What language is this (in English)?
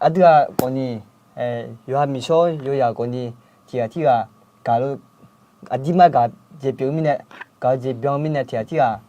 Akha